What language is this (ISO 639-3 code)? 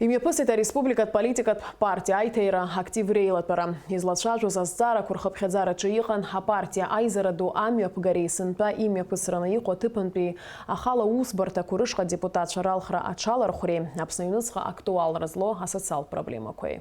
abk